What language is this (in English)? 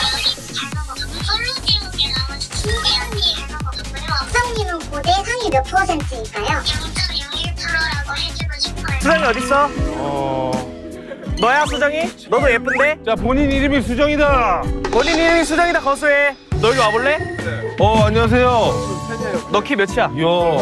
Korean